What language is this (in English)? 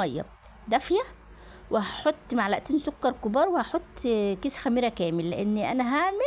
Egyptian Arabic